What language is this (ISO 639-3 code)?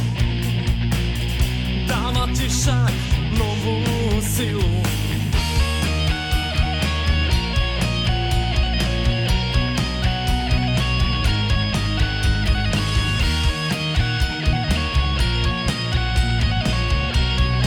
slk